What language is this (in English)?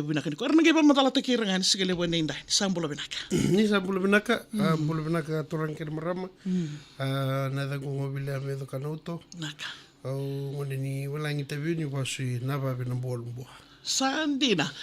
Fijian